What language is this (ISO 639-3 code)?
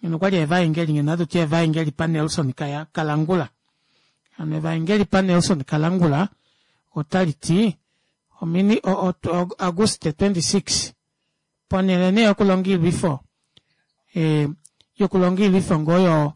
kua